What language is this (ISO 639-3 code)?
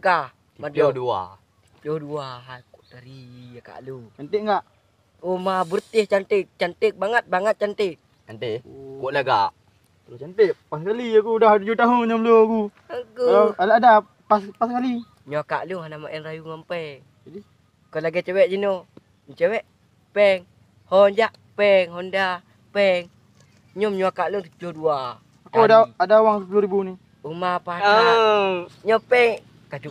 ace